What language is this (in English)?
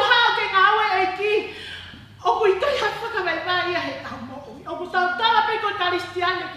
Tongan